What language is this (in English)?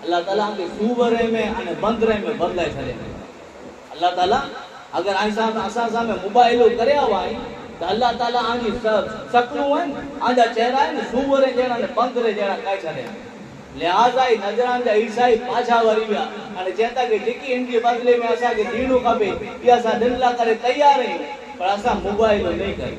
Kachhi